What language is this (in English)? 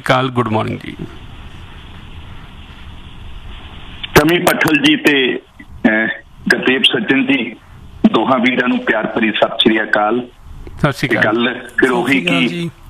Punjabi